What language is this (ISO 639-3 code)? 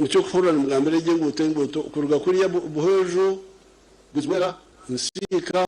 nyn